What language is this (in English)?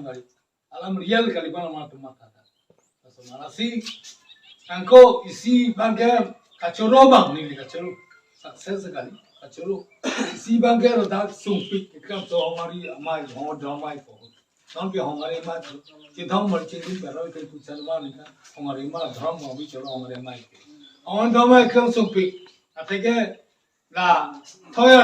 Karbi